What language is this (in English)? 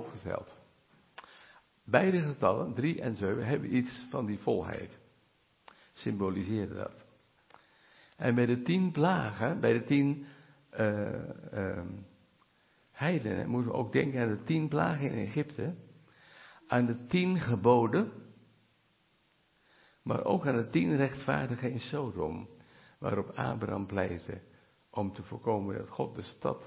Dutch